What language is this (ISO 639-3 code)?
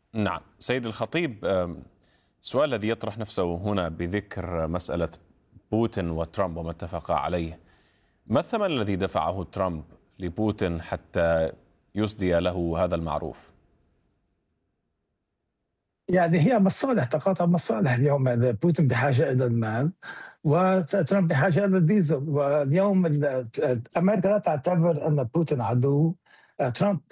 ara